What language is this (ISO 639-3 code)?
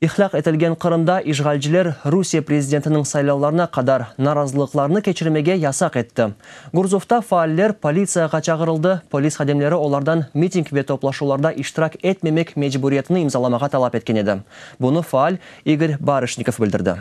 crh